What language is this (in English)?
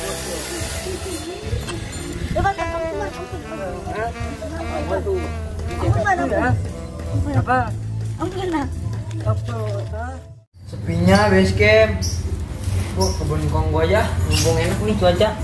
Betawi